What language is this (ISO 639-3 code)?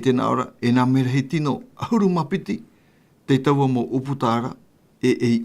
tah